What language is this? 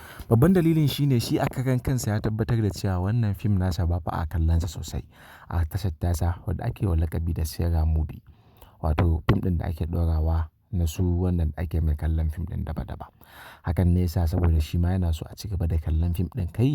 Hausa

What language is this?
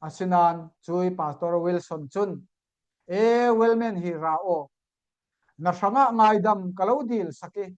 Falam Chin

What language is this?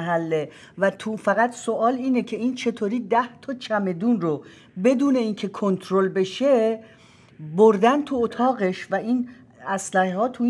Persian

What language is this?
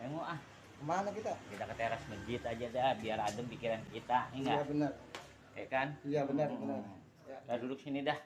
Betawi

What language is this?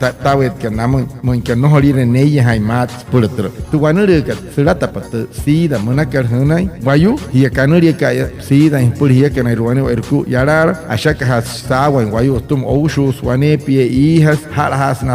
Wayuu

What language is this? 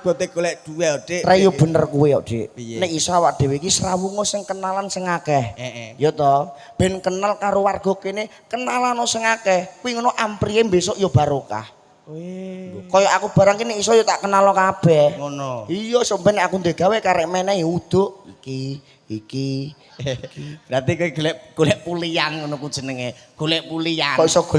Javanese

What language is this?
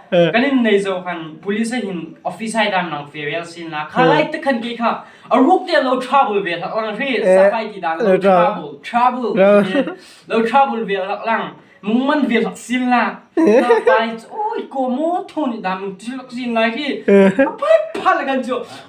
Hmar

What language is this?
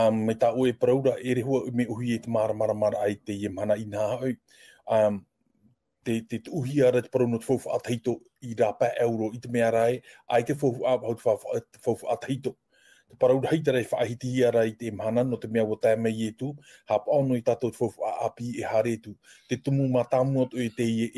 Tahitian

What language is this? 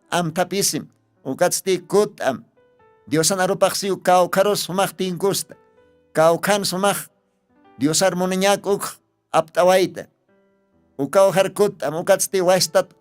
Aymara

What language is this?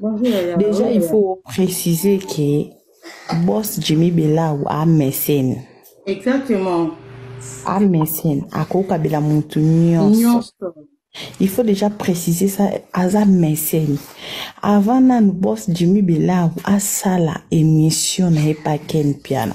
Lingala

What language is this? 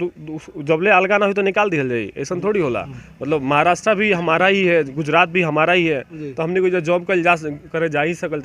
Bhojpuri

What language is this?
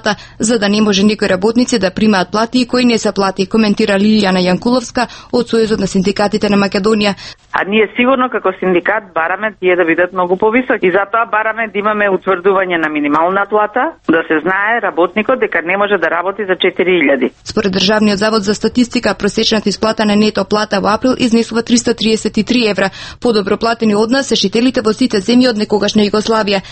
Macedonian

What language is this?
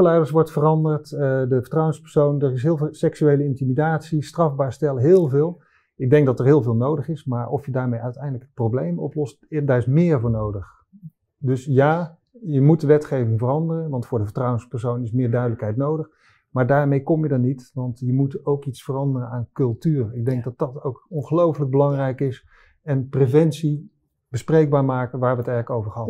Dutch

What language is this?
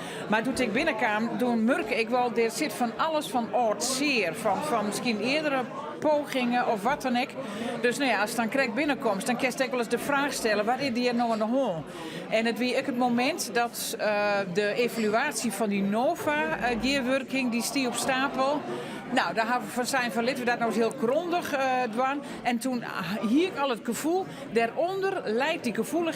Western Frisian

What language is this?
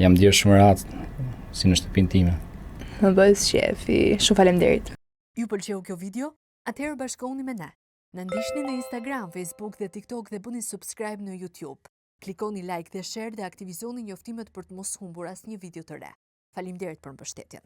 Albanian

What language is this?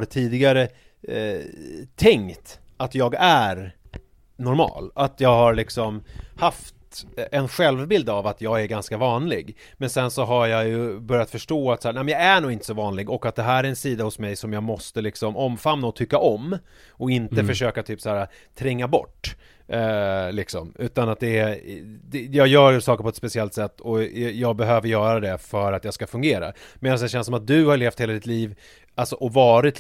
Swedish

